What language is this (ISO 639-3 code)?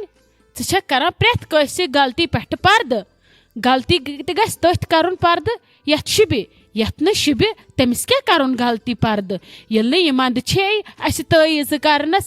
kas